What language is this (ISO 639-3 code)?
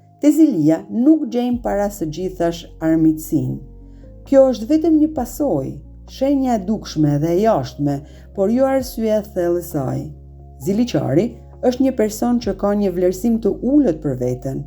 sqi